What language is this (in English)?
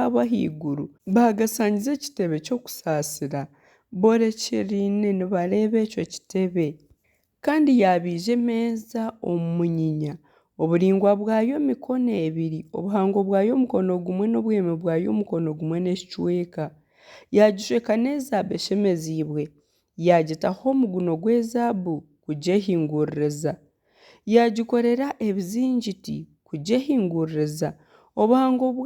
Nyankole